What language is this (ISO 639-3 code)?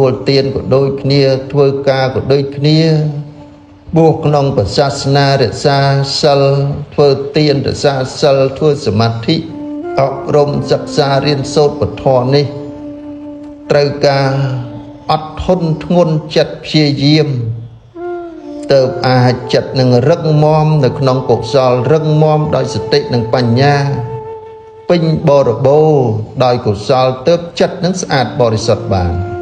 khm